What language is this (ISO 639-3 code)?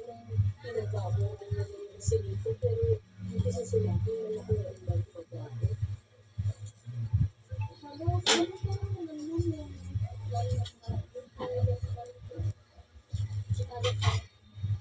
fil